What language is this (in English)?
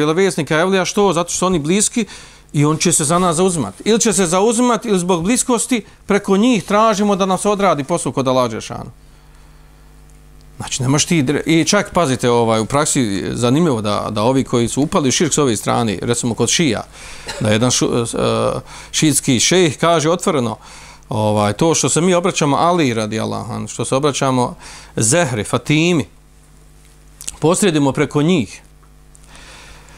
Bosnian